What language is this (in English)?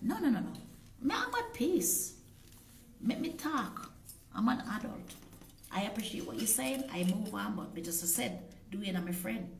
Jamaican Creole English